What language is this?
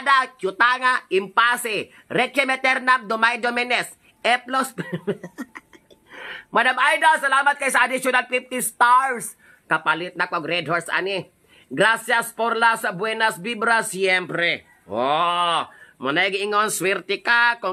Cebuano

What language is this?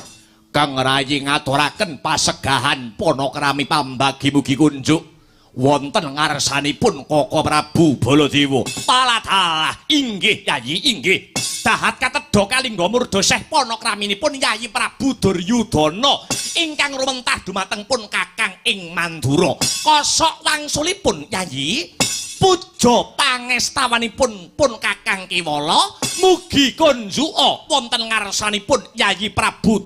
Javanese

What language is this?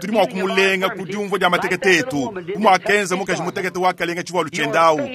Luba-Lulua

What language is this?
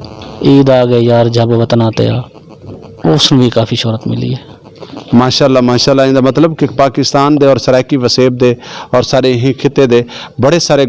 Saraiki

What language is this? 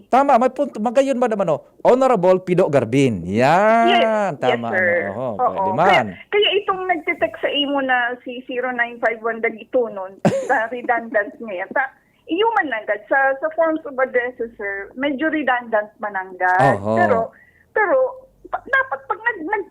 Bikol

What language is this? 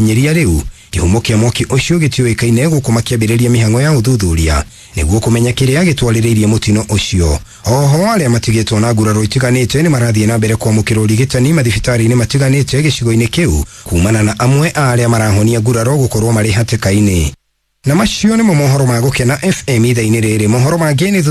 Kikuyu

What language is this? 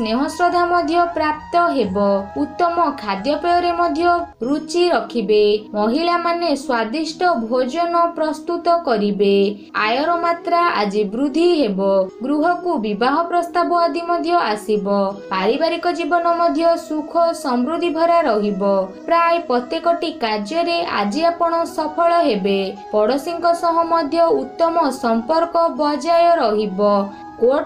Odia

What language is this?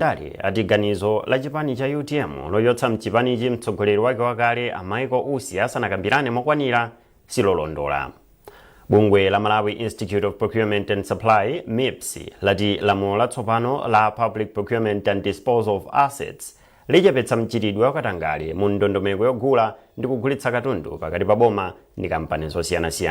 Nyanja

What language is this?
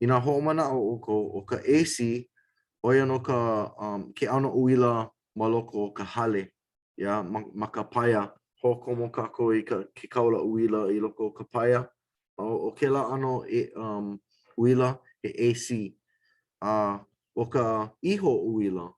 Hawaiian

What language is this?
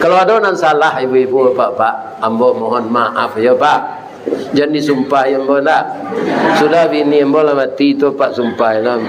Minangkabau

